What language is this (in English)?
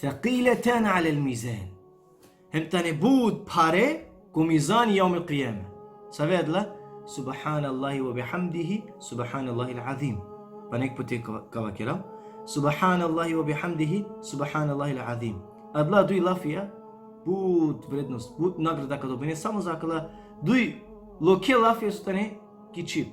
Balkan Romani